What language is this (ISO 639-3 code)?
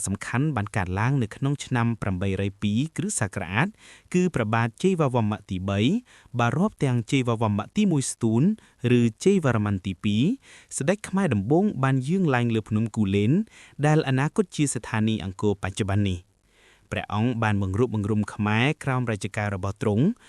khm